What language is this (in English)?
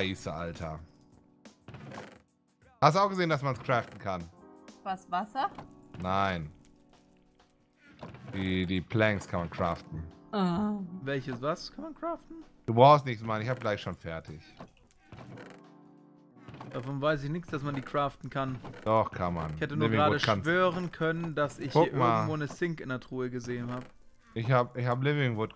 German